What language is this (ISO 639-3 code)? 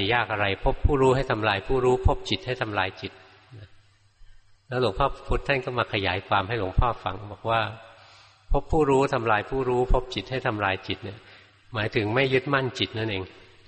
tha